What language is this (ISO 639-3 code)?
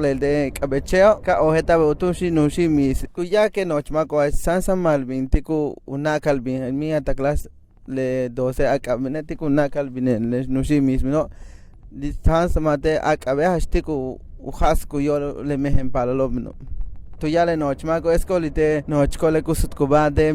yua